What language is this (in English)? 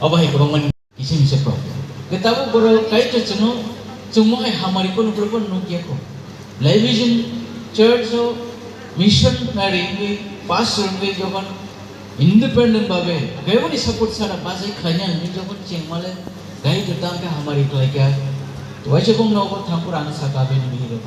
Kok Borok